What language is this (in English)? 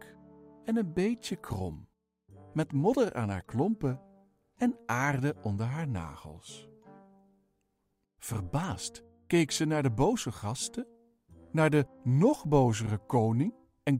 Dutch